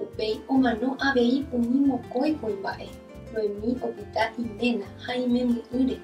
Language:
Guarani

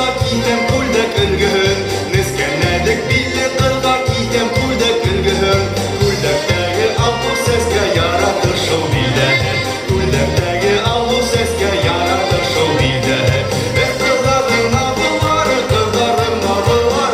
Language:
Bashkir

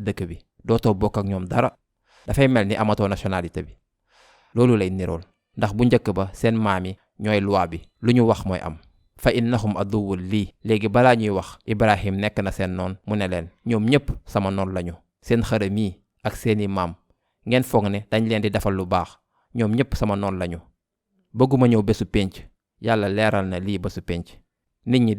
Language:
Wolof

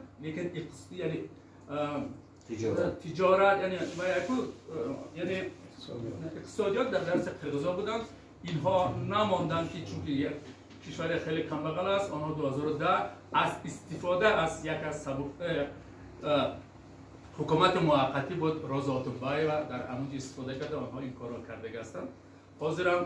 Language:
Tajik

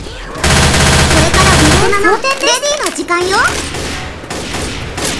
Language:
Japanese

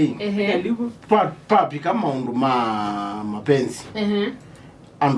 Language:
Kamba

